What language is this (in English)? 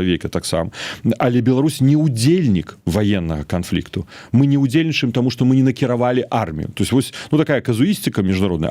Belarusian